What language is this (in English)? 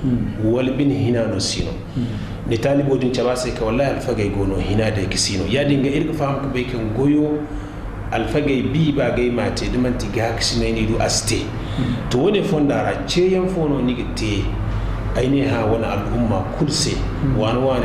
Zarma